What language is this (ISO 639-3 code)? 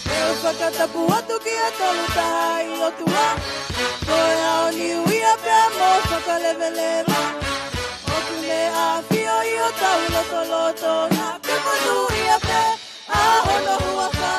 ton